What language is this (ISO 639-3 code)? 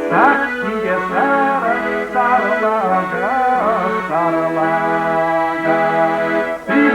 chv